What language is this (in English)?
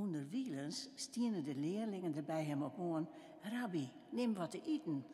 Western Frisian